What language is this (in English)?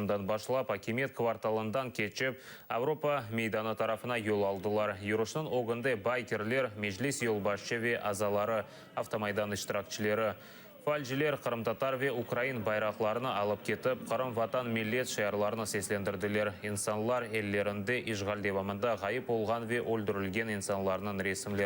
Crimean Tatar